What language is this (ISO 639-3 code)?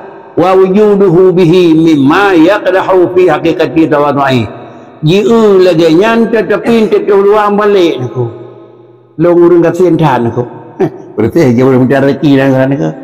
ace